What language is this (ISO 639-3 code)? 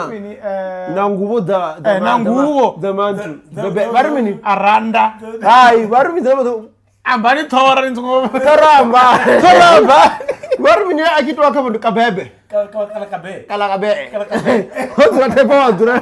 ven